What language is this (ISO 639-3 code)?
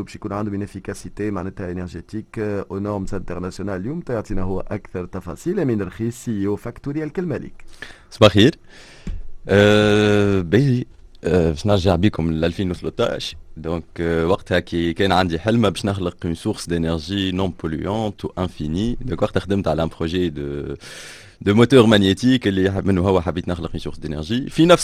aeb